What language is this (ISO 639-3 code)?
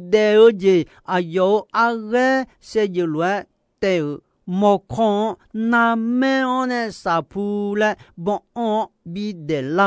ahk